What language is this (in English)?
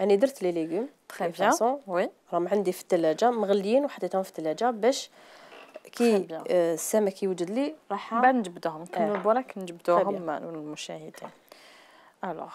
Algerian Arabic